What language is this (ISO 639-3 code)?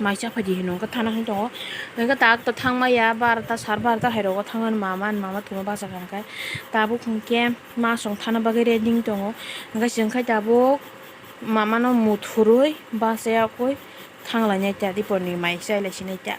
trp